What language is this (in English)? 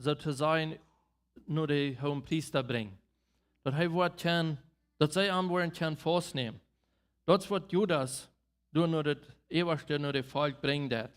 Plautdietsch